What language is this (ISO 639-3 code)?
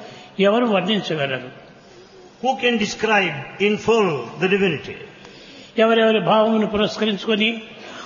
tel